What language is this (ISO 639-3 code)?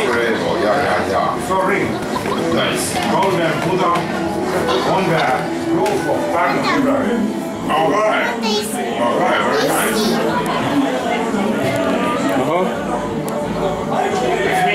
est